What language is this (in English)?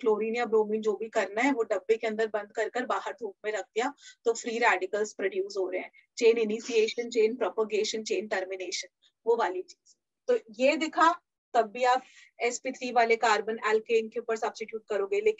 Hindi